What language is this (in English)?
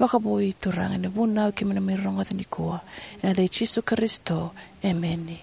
Fijian